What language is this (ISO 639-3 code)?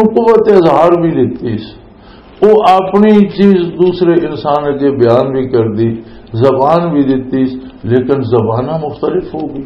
lah